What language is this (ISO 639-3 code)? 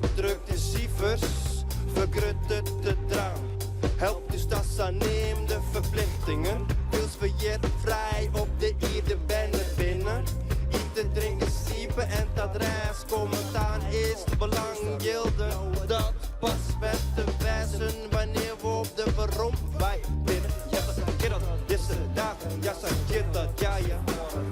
fry